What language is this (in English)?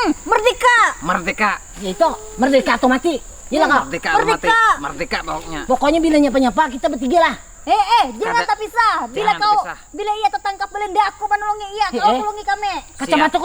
Banjar